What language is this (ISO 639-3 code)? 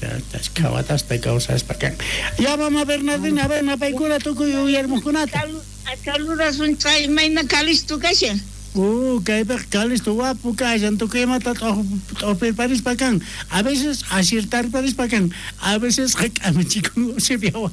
quh